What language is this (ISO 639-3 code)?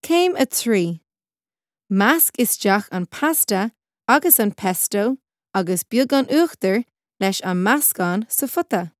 gle